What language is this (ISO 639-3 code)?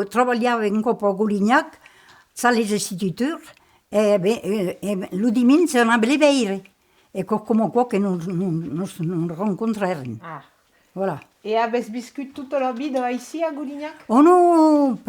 oci